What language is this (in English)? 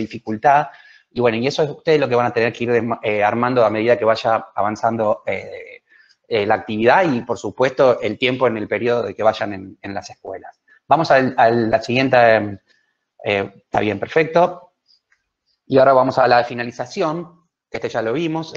Spanish